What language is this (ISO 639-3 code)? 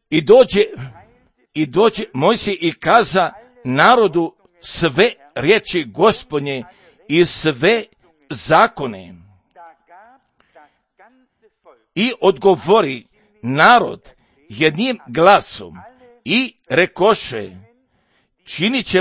hrv